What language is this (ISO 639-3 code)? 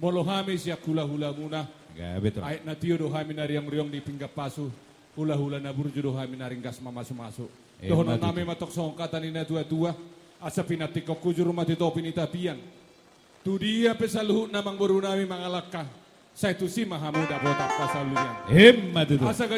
bbc